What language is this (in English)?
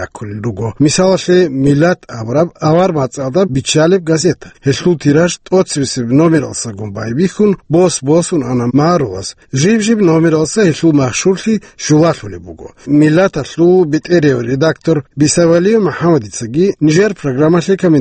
Avaric